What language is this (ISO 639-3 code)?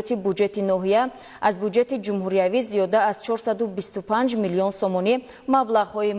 tgk